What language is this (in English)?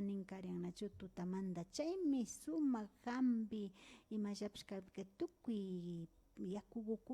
Imbabura Highland Quichua